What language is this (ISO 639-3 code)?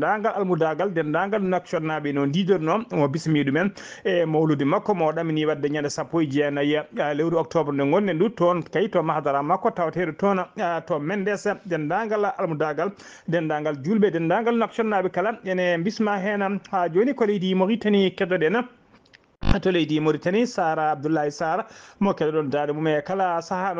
ful